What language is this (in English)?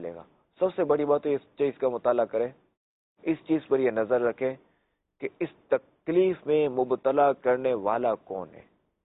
Urdu